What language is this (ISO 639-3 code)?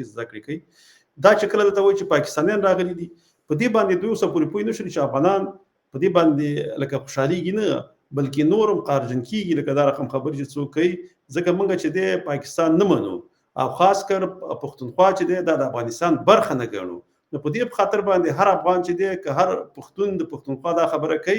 pus